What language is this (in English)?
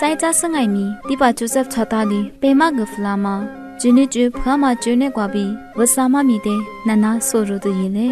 Lisu